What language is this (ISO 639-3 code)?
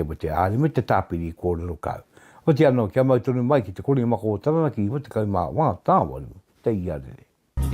mri